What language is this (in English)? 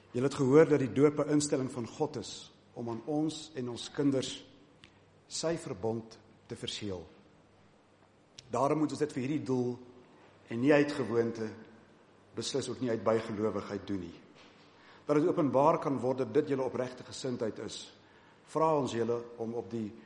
Afrikaans